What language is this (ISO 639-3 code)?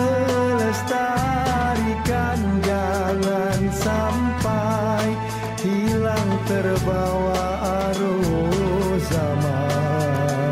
ind